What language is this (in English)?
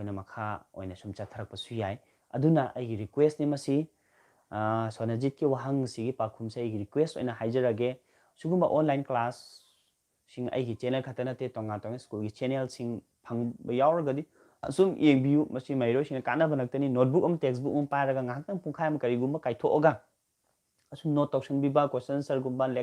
Manipuri